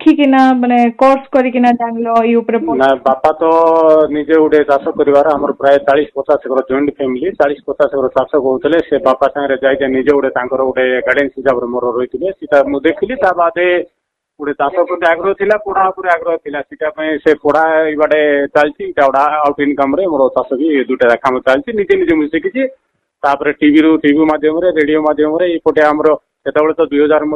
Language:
Odia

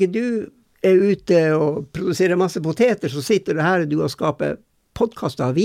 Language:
Norwegian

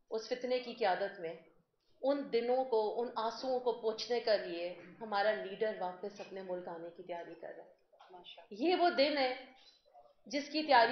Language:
Urdu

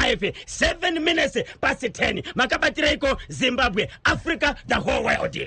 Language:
Shona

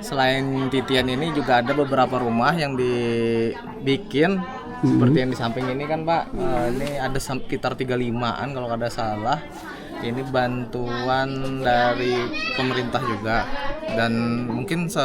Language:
Banjar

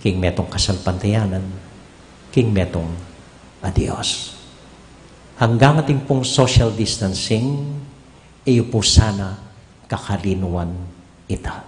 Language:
Pampanga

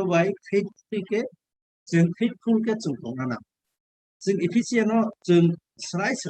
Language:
Kok Borok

